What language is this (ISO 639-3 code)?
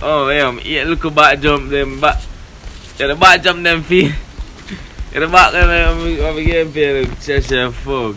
jam